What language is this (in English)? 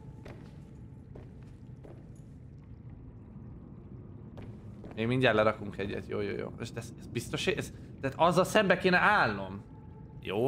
Hungarian